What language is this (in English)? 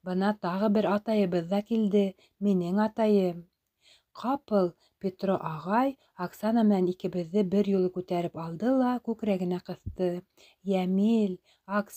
Bashkir